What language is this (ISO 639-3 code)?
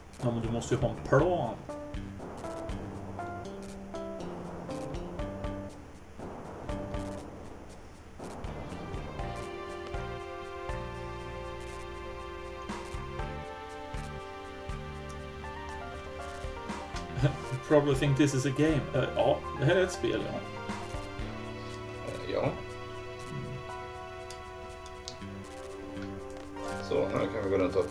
swe